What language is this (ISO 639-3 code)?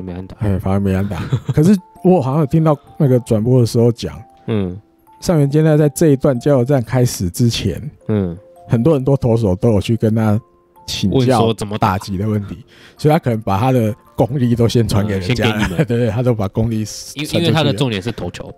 zho